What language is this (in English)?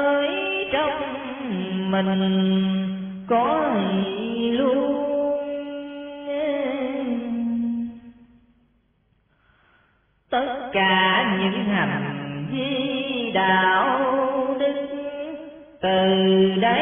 Vietnamese